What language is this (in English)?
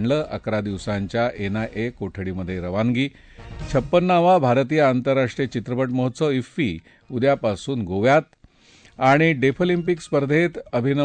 Marathi